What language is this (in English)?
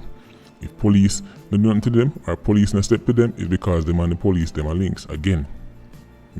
Jamaican Creole English